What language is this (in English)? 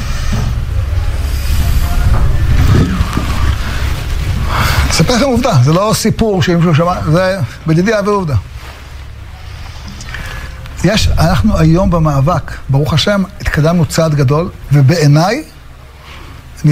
Hebrew